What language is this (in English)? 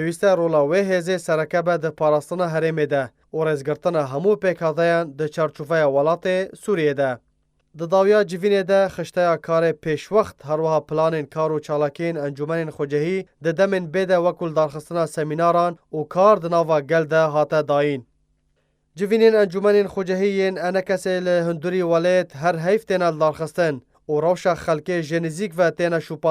Kurdish